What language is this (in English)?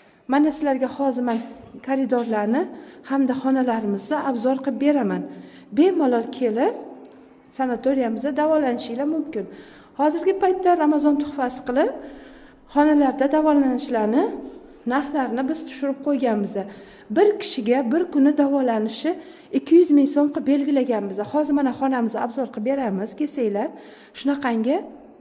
Uzbek